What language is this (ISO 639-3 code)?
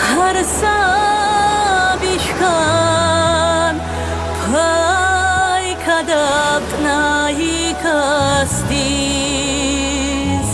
tab